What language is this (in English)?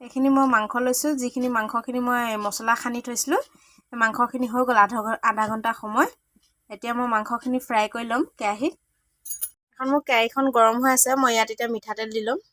Assamese